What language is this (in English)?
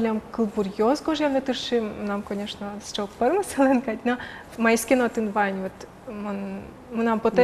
Udmurt